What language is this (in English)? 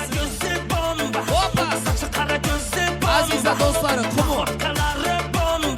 Kara-Kalpak